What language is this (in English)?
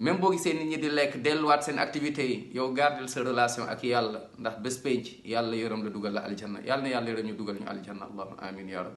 Wolof